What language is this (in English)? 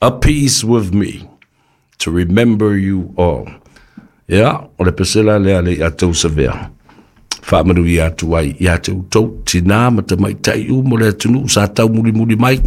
Samoan